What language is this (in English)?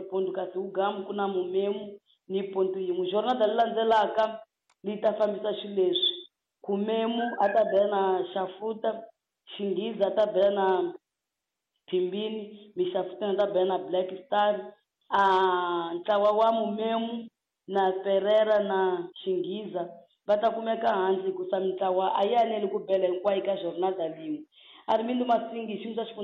Tsonga